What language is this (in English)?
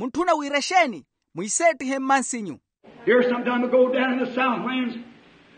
Makhuwa